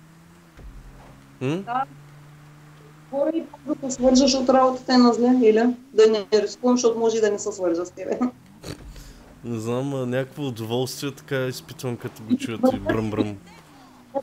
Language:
Bulgarian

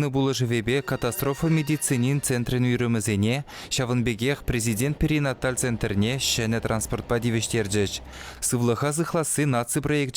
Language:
Chuvash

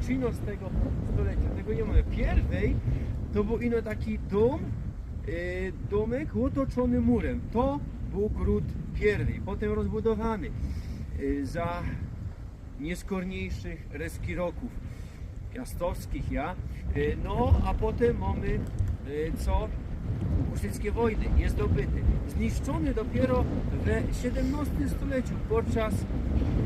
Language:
Silesian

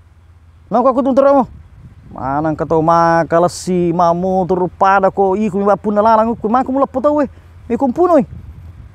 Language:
Buginese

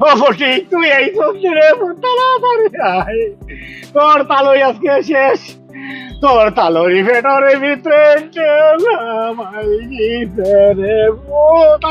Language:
Sylheti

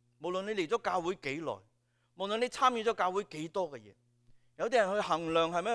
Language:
Cantonese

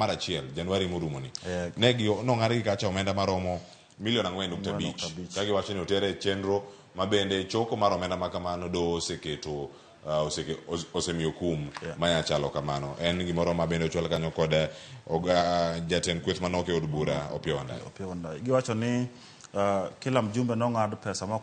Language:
Luo (Kenya and Tanzania)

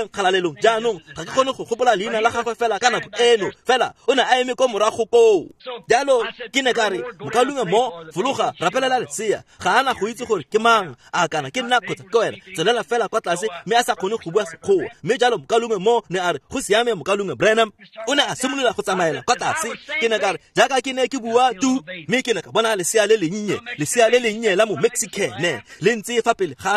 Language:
Tswana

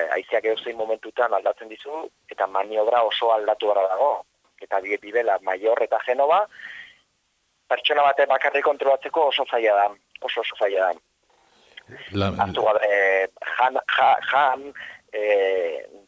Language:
Basque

